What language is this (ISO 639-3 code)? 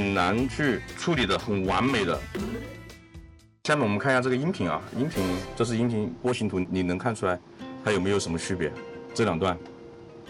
zho